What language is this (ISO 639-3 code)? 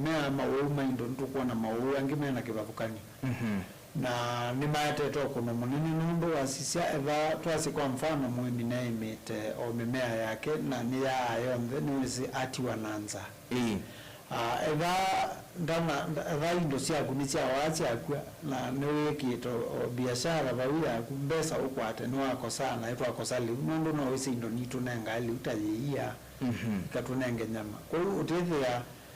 kam